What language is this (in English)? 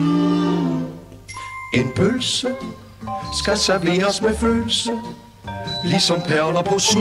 Danish